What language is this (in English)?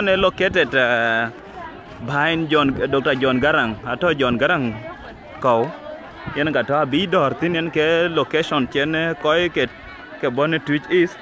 Dinka